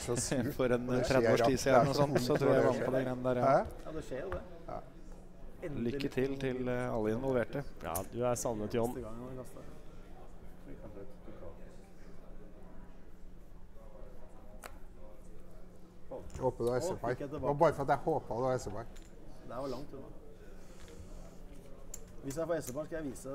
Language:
Norwegian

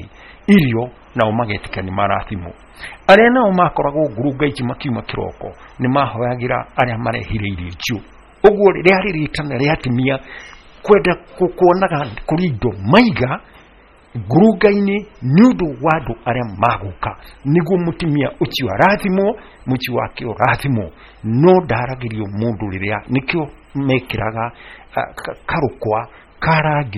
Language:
Kikuyu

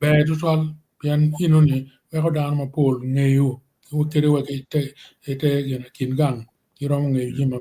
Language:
Acoli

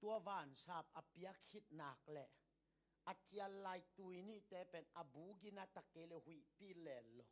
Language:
Tedim Chin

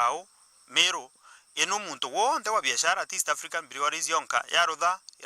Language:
Meru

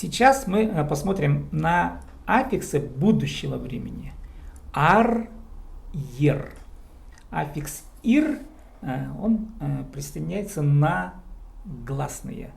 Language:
Khakas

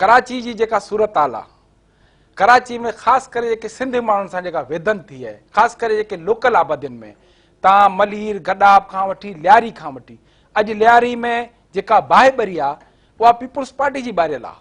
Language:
Sindhi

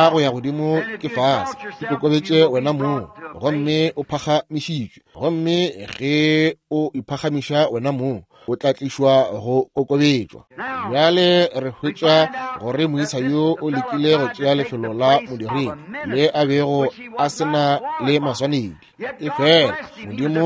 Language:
Northern Sotho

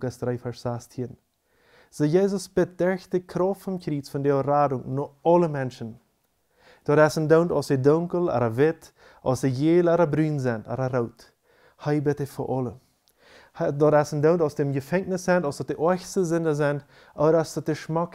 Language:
Plautdietsch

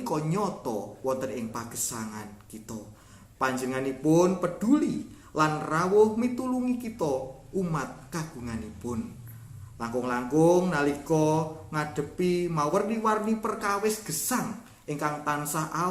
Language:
Javanese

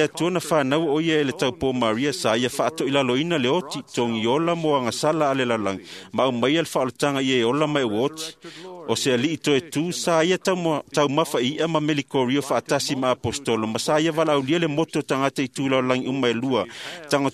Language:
Samoan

